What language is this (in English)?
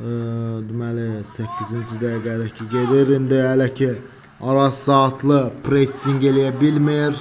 Azerbaijani